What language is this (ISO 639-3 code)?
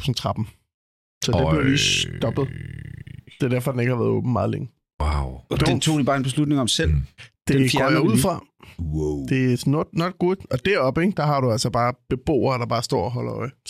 dan